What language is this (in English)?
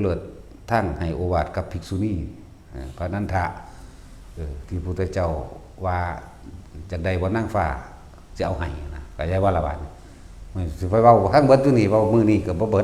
Northeastern Thai